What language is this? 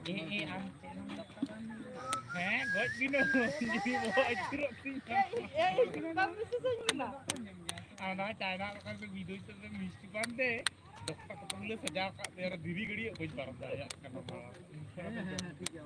Santali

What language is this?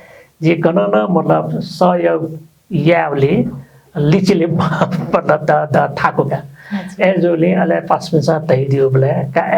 Newari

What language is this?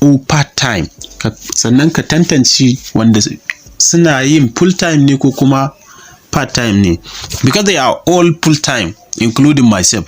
Hausa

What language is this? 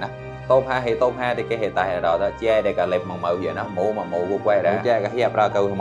Mon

